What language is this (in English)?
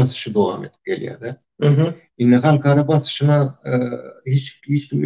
Turkmen